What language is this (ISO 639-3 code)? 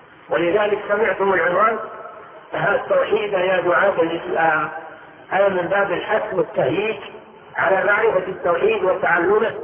ara